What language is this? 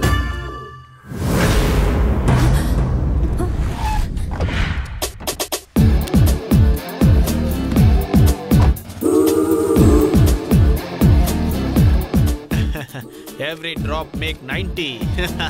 Kannada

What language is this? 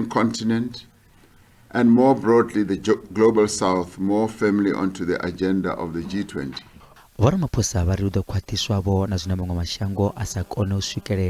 Venda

